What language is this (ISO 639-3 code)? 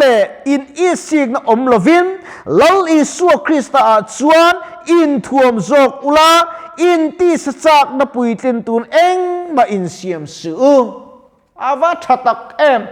lus